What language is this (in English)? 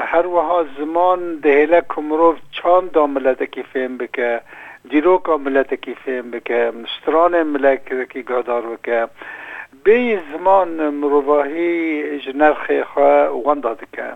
Kurdish